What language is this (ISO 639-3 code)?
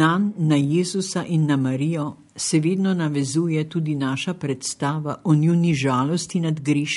slv